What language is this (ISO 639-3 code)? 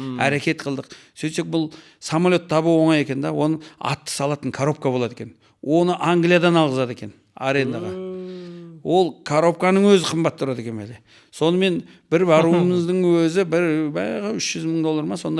kaz